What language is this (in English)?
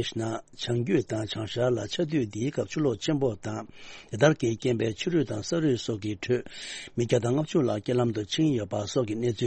Tibetan